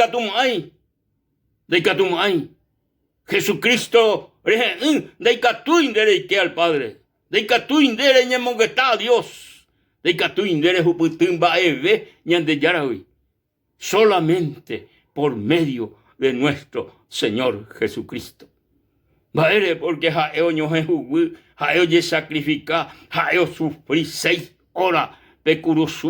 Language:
Guarani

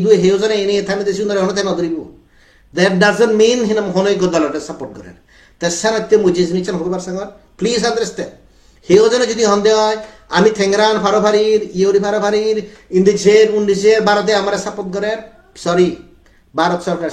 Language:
Chakma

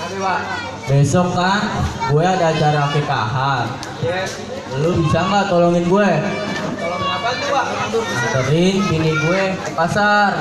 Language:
Betawi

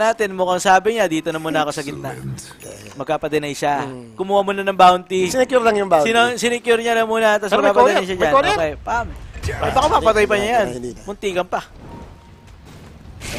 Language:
Filipino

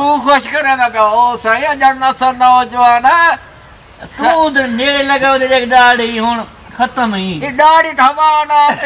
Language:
Saraiki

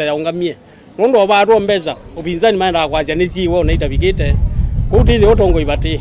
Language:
Kamba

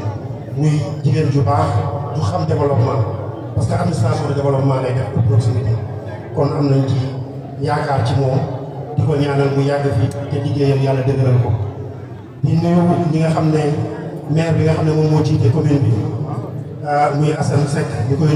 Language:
Wolof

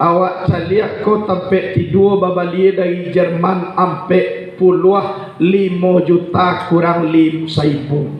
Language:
Minangkabau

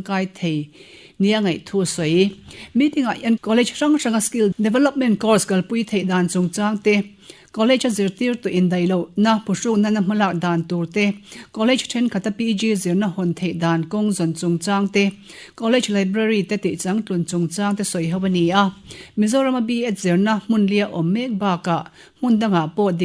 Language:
Mizo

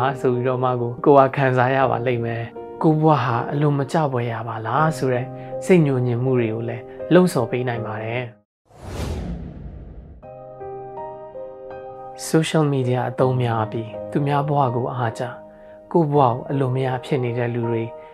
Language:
Burmese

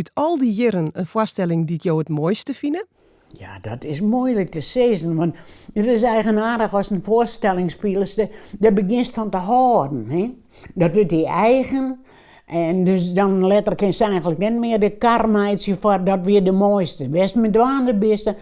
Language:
Western Frisian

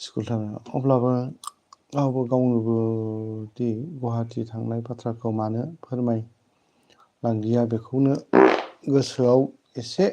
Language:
Bodo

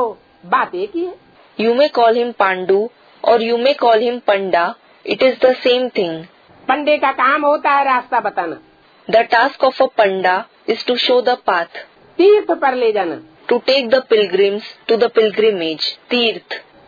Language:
Hindi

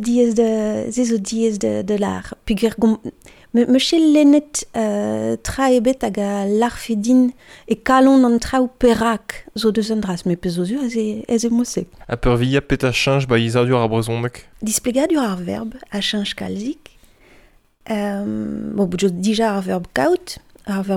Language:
Breton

